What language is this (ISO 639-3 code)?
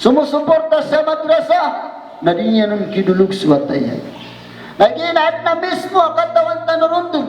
mrw